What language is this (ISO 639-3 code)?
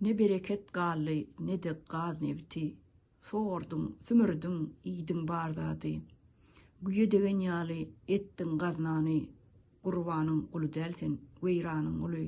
tuk